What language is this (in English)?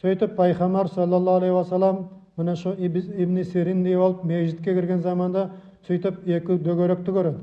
Nogai